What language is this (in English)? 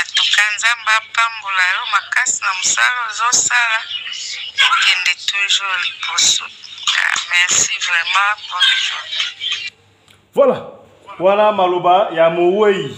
Lingala